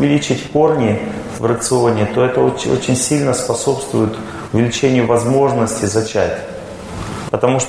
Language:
Russian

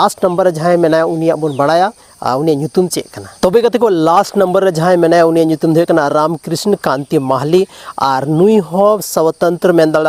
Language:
Santali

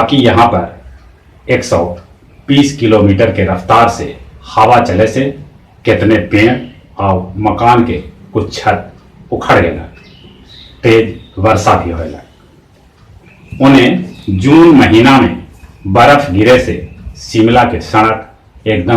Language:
Magahi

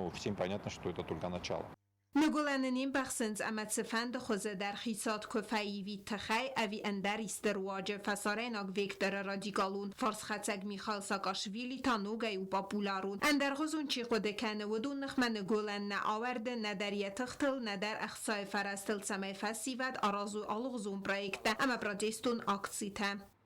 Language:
Ossetic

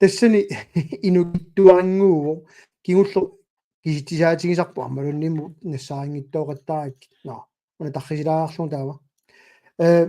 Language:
Kalaallisut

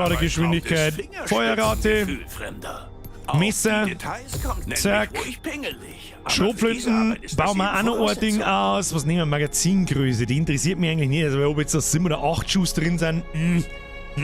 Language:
Bavarian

